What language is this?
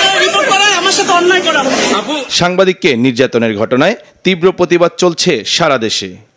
Bangla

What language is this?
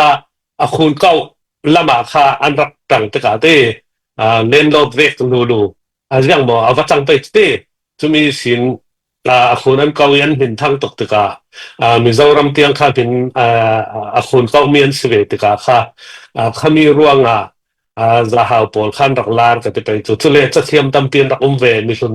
Falam Chin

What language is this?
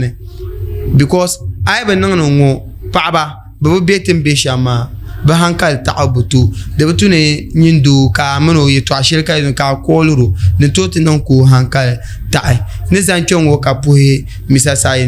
Dagbani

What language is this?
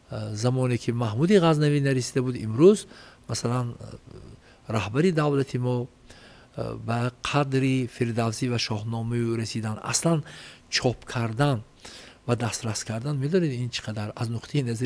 Tajik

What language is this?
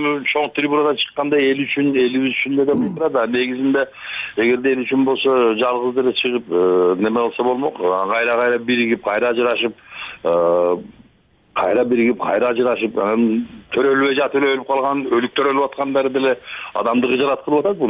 Kyrgyz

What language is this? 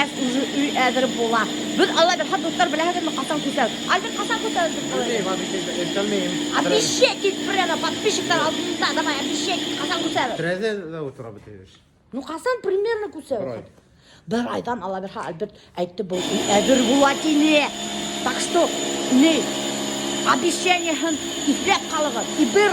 Bashkir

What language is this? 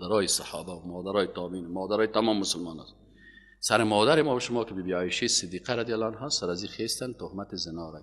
Persian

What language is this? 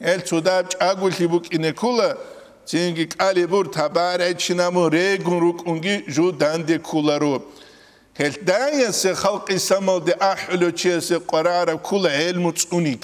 Avaric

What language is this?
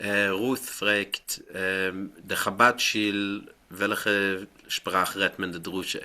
Yiddish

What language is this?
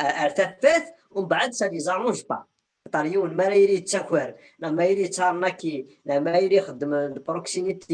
Kabyle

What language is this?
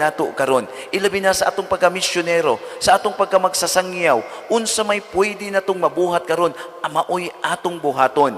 Cebuano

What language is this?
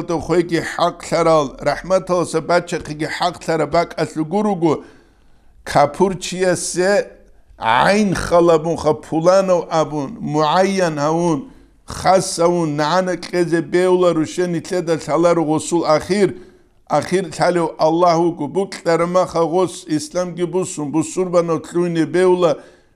Avaric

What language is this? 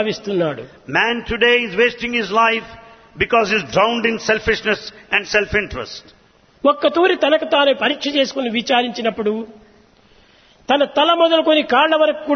Telugu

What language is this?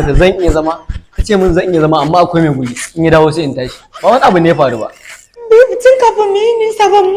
Hausa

